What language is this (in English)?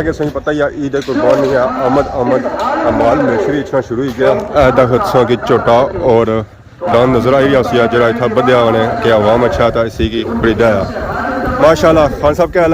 Pahari-Potwari